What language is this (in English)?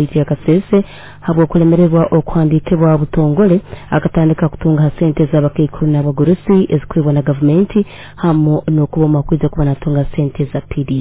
Nyoro